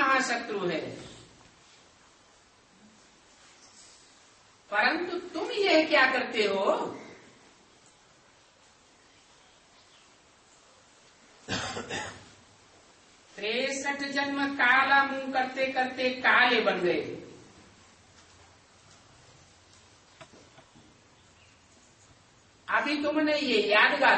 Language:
Hindi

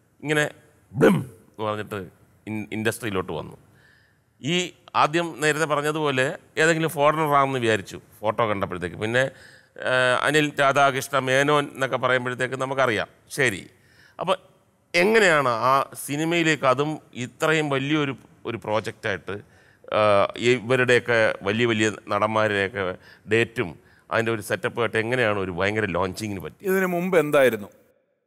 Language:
Malayalam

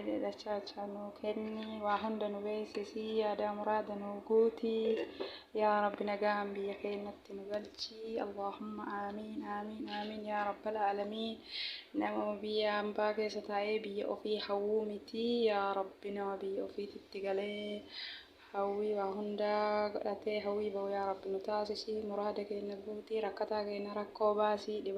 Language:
Oromo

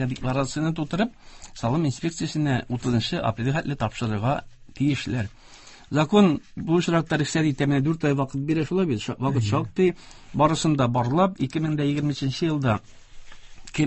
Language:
Tatar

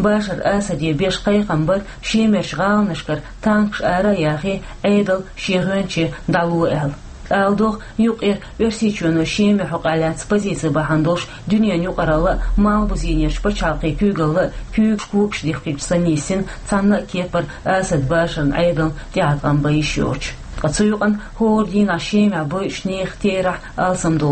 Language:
Chechen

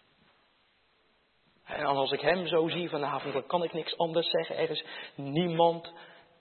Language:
Dutch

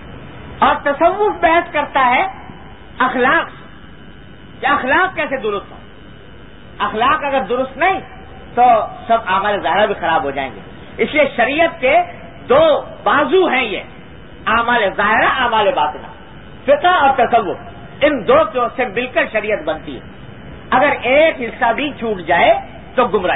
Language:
Urdu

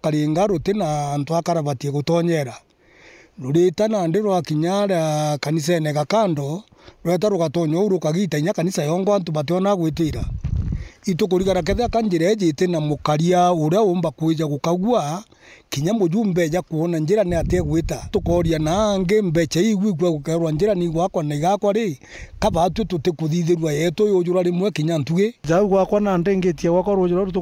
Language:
Meru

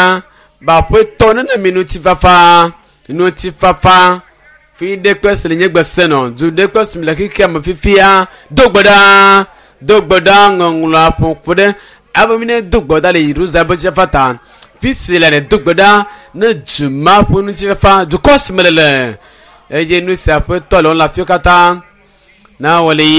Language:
Ewe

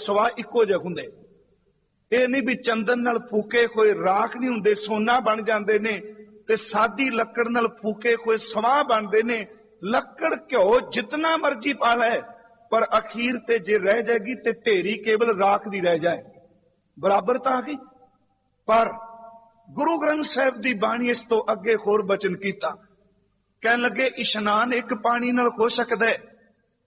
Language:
Punjabi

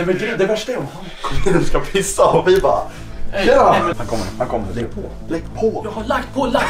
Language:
Swedish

